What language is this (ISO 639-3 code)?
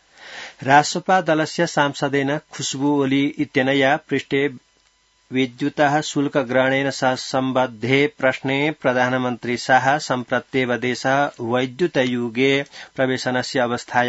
san